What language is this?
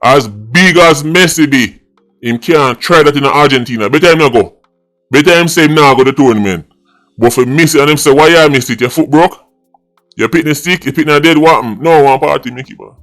Jamaican Creole English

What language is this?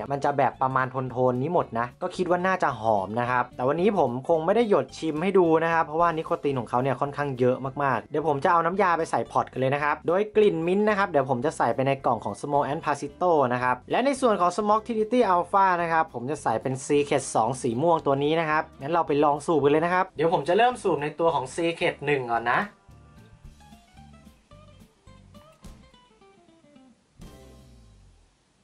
Thai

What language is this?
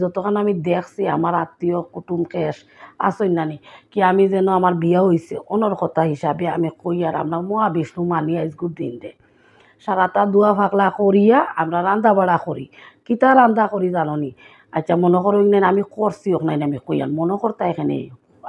Sylheti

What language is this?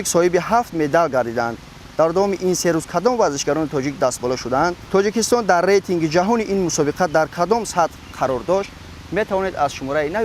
Tajik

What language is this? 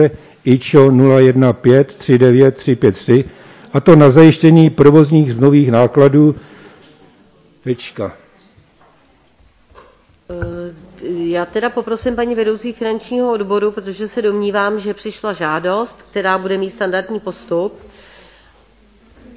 Czech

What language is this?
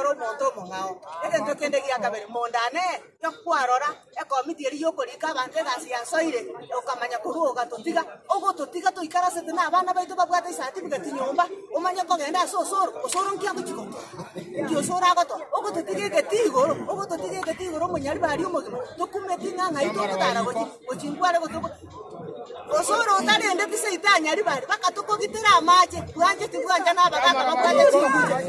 Gusii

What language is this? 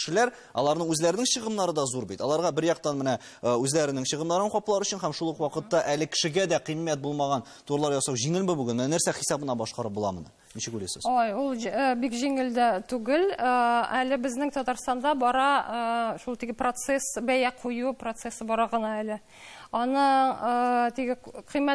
Tatar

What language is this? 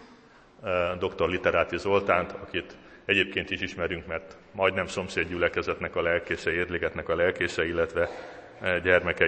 Hungarian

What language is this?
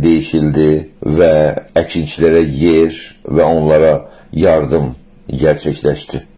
South Azerbaijani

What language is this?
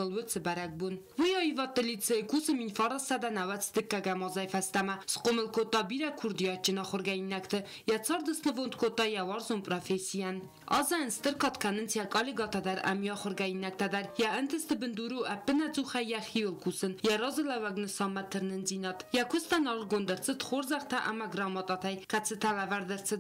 Ossetic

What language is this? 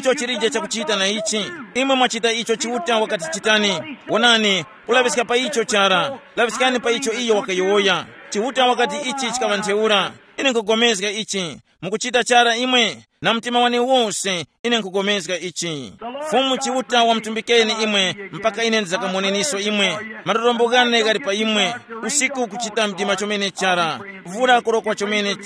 Tumbuka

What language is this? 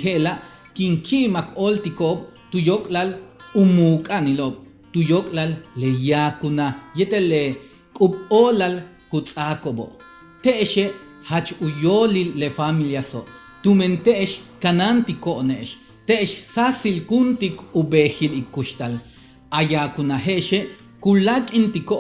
Yucateco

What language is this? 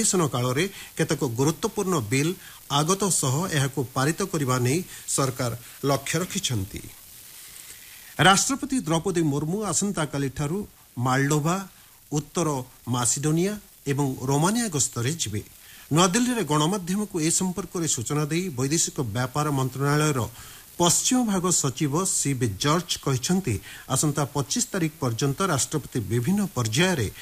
Odia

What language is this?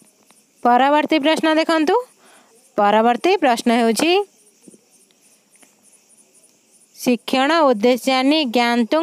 Odia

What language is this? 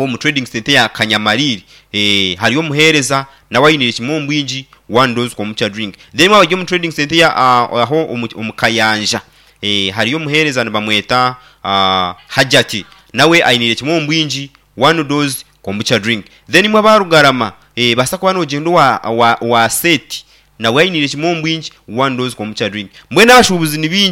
Nyankole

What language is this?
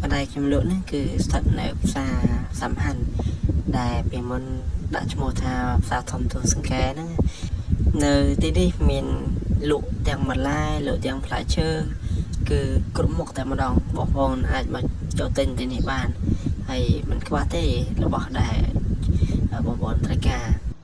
Khmer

